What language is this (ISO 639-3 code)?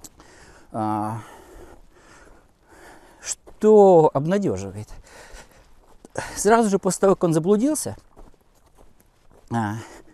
rus